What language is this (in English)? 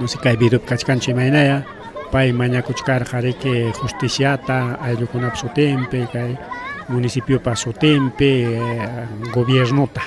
Ayacucho Quechua